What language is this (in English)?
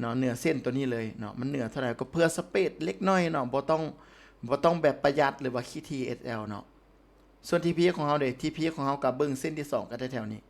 Lao